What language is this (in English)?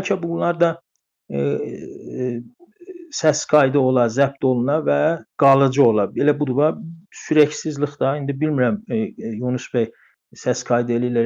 South Azerbaijani